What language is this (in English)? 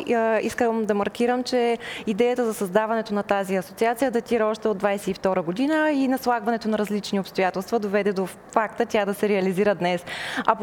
Bulgarian